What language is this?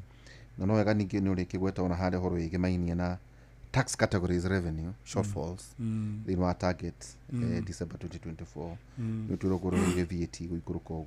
Kikuyu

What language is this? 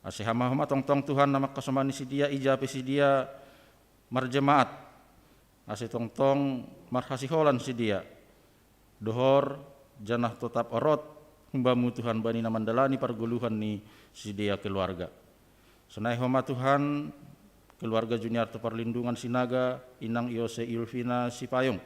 Batak Simalungun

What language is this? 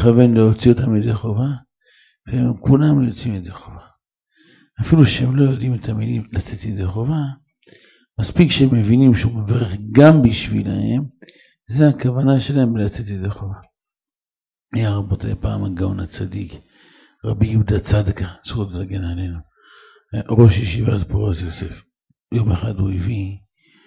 Hebrew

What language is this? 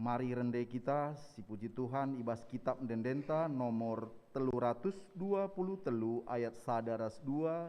Batak Karo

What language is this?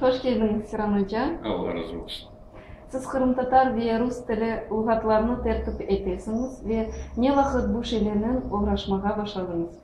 Crimean Tatar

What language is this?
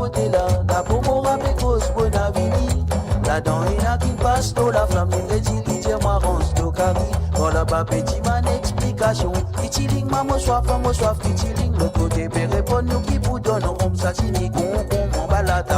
Morisyen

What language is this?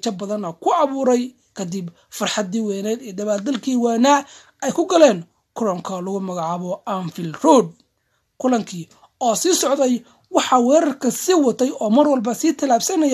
Somali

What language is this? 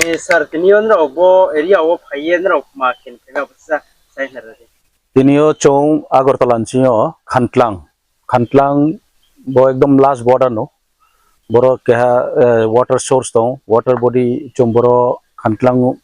Riang (India)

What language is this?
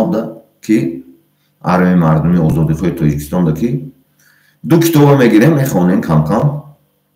Tajik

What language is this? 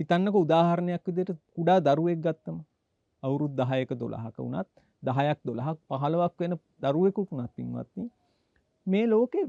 Sinhala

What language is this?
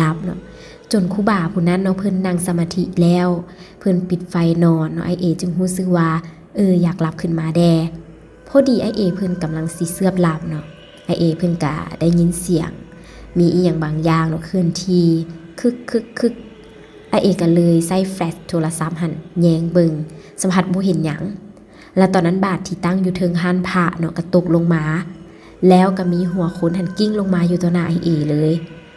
Lao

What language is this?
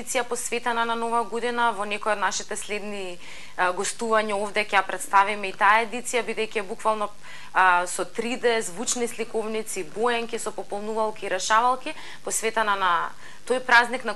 Macedonian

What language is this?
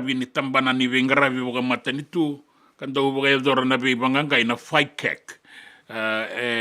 Fijian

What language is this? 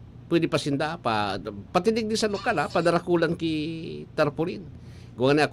Bikol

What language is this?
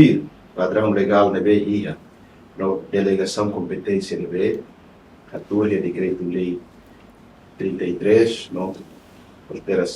Tetum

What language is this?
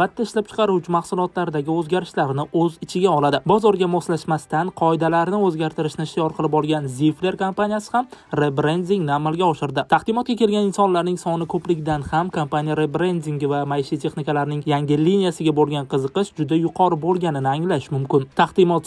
Uzbek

